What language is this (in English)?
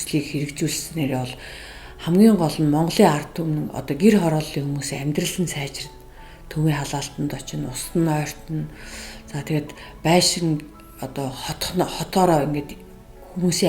Mongolian